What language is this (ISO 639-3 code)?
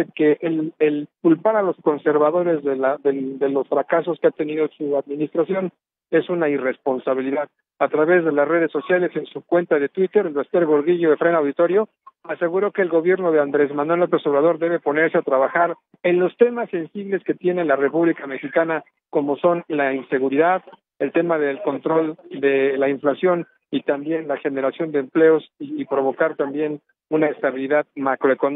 spa